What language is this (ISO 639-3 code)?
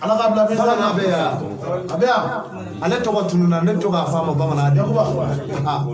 bam